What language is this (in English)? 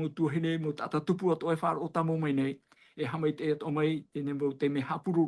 Tahitian